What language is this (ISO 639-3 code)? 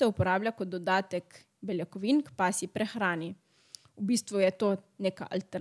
slv